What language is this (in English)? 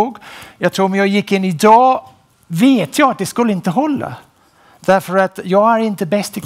Swedish